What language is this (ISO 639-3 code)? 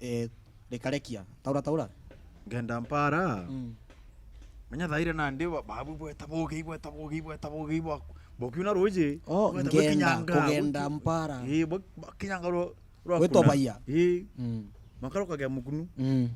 mer